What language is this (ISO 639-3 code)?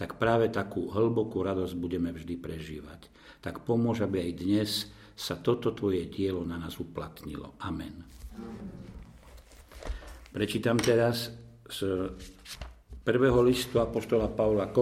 slk